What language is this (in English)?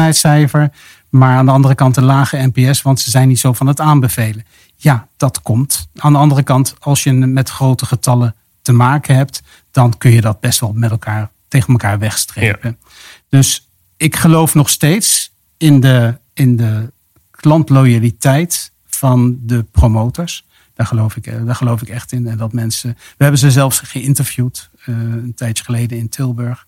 Dutch